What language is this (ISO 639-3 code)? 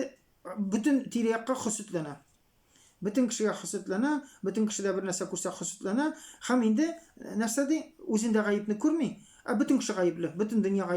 tat